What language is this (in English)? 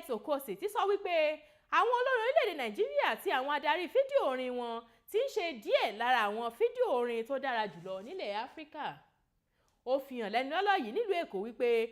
Yoruba